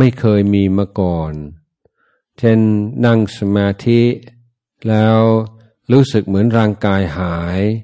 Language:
Thai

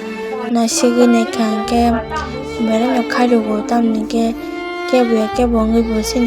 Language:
Kok Borok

